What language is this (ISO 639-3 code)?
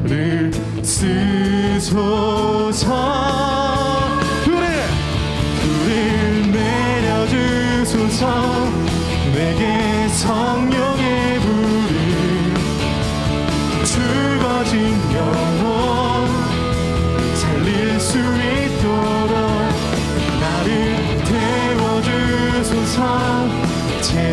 kor